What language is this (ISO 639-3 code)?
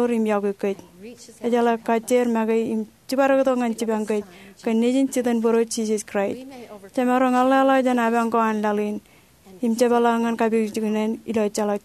mah